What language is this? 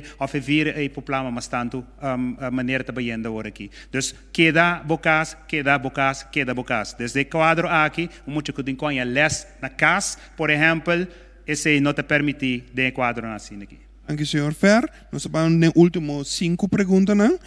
Papiamento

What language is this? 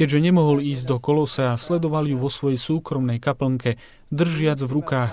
Slovak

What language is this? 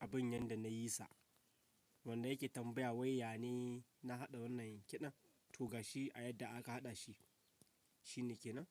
Hausa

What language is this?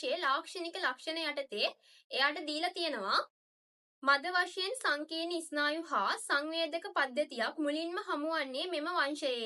Sinhala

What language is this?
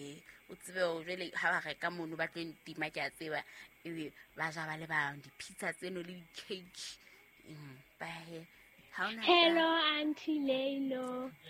Southern Sotho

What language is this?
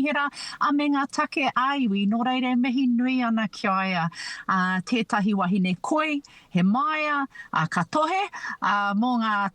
Māori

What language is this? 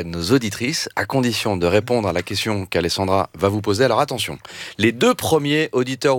French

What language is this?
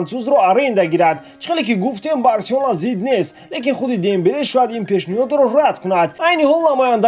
Tajik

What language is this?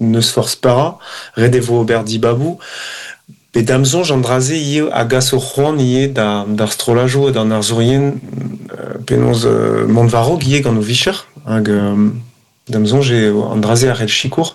Breton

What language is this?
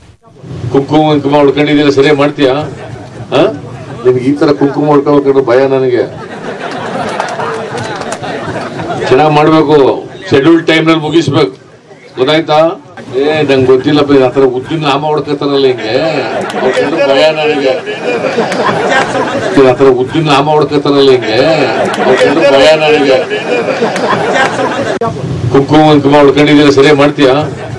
Kannada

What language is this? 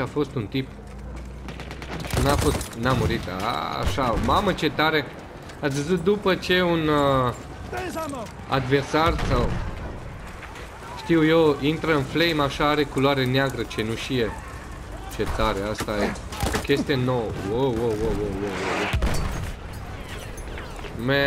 Romanian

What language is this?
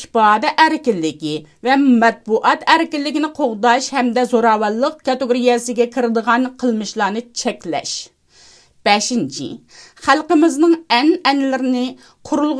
Uyghur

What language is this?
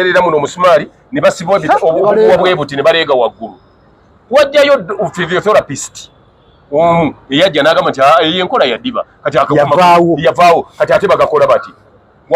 Ganda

